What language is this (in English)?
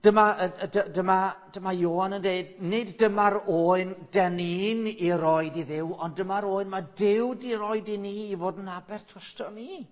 Welsh